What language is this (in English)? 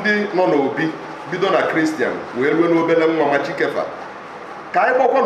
Igbo